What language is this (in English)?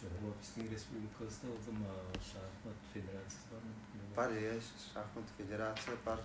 Tuvinian